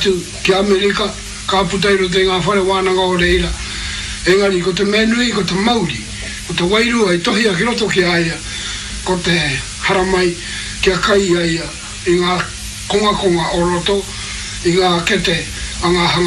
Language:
Māori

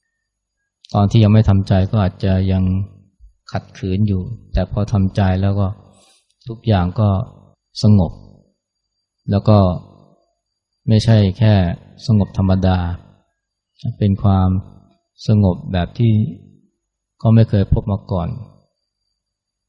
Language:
Thai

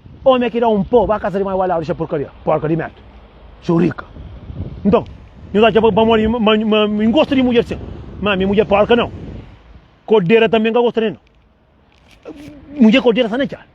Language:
Kabuverdianu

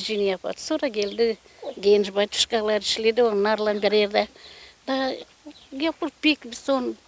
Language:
Gagauz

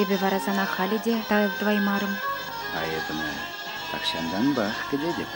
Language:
Chuvash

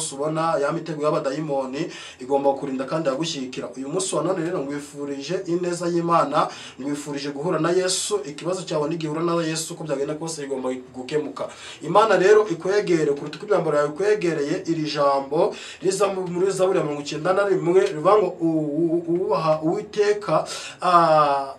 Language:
Kinyarwanda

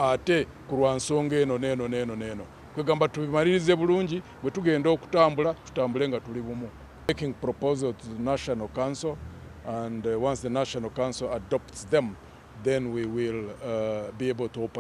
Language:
Ganda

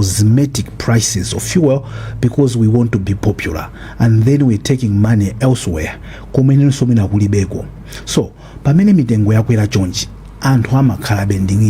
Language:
Nyanja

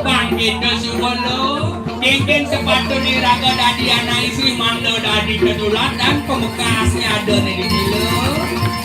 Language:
Balinese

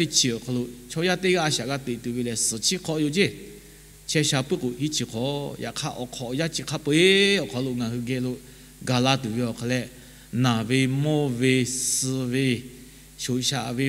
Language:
Lahu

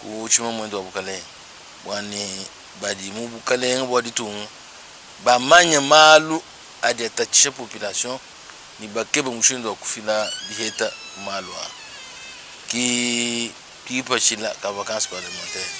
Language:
Luba-Lulua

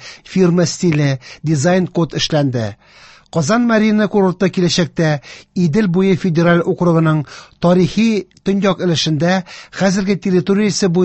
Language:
Tatar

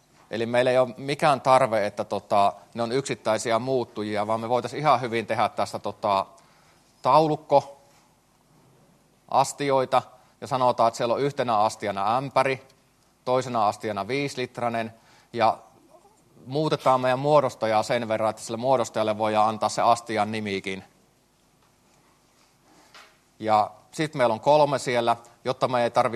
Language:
Finnish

